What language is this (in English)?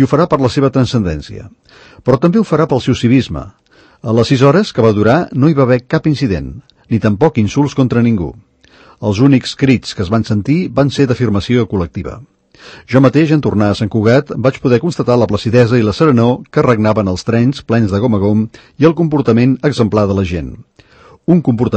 Catalan